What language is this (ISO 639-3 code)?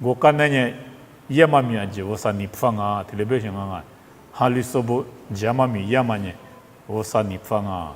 lis